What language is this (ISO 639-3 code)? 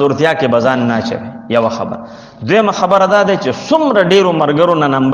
pus